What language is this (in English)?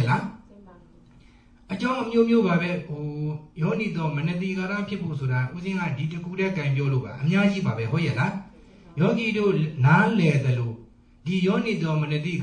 Burmese